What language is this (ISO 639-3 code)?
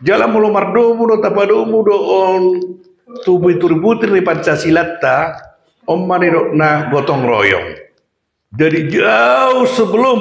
bbc